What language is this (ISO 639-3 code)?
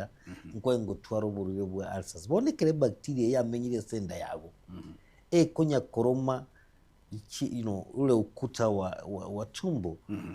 guz